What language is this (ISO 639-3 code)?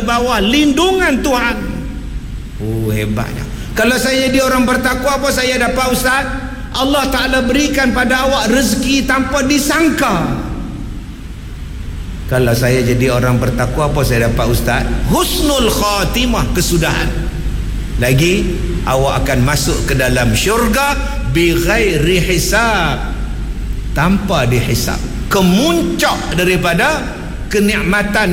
msa